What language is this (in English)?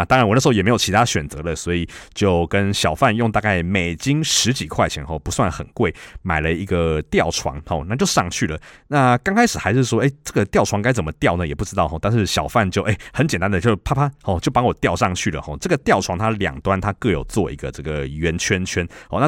Chinese